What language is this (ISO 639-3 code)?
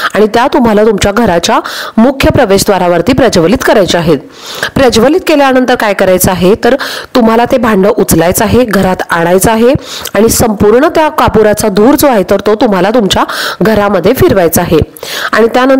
mar